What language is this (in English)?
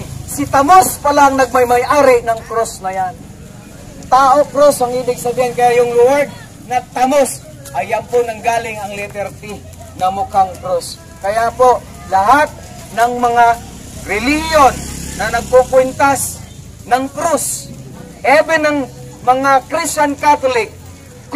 Filipino